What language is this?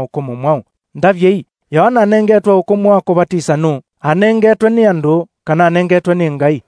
Kamba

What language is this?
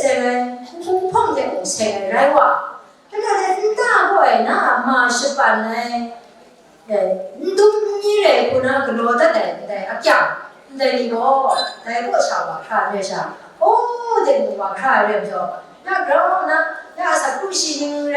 Kachin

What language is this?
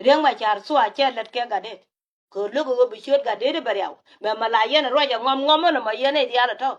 Nuer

